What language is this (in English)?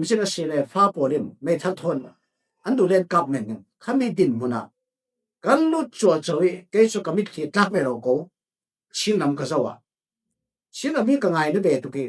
Falam Chin